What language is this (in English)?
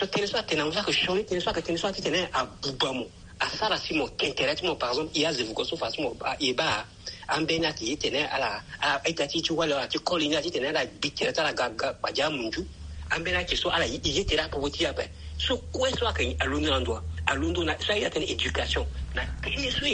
Sango